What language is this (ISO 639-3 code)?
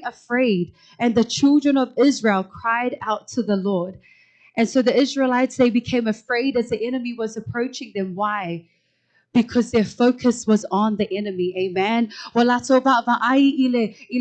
smo